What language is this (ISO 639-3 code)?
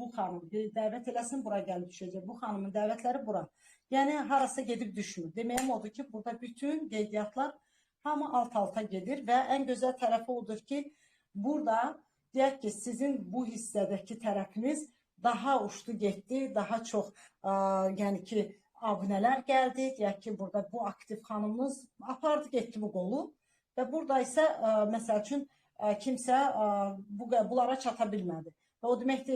aze